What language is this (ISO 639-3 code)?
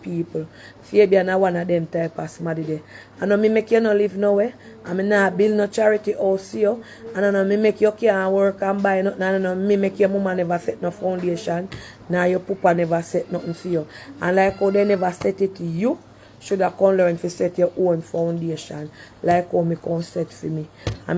jam